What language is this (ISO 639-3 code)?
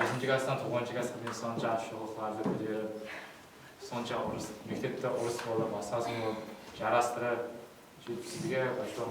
kaa